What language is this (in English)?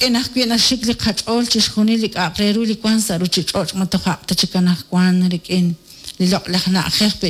Kekchí